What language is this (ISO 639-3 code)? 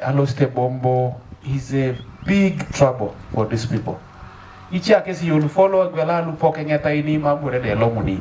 teo